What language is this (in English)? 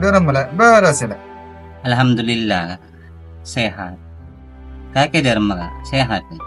Madurese